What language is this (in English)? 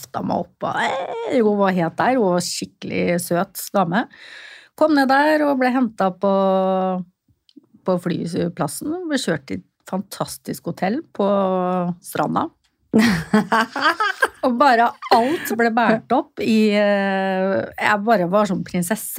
Norwegian